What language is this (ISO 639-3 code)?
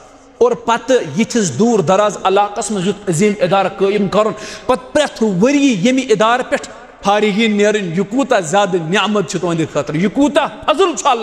kas